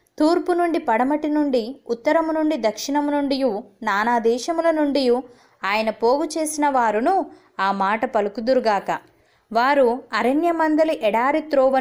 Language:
Telugu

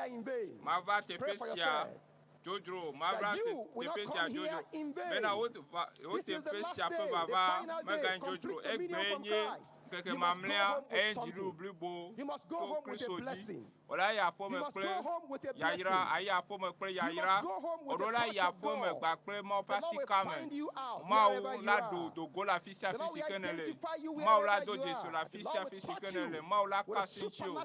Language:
Ewe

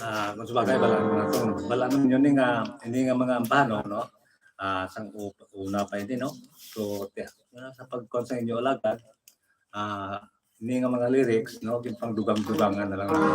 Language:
Hiligaynon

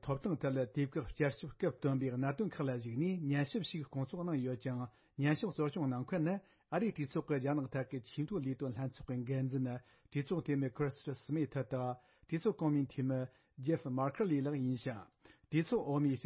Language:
Tibetan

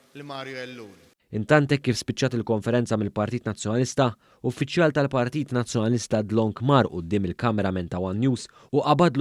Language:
Maltese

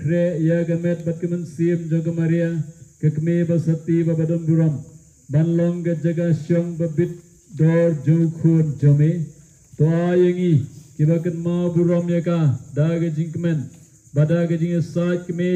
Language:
Khasi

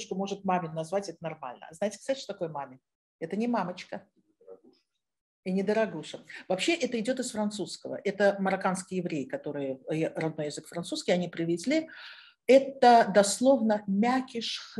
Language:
Russian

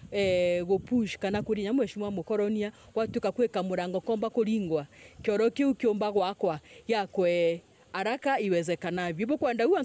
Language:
Meru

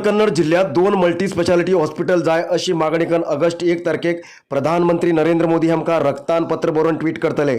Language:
Konkani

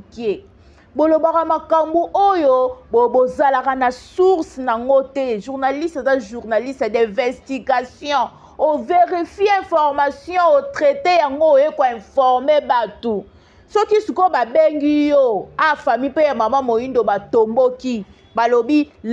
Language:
Lingala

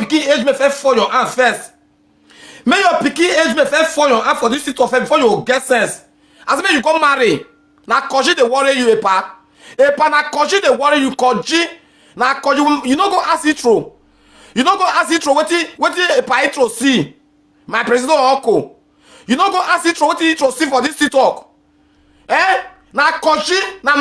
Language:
Nigerian Pidgin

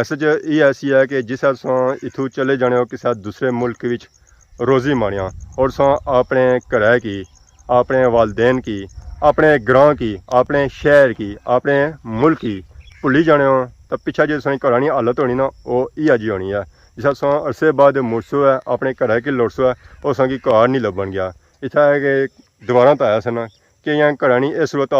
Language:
Pahari-Potwari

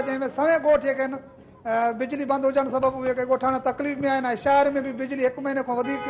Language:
Sindhi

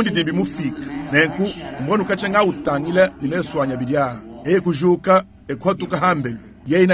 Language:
Luba-Lulua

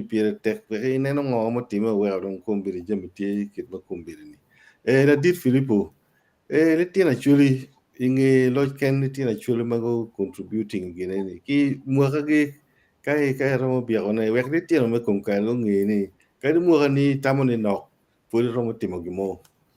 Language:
Acoli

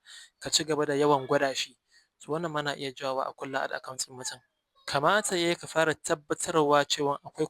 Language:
Hausa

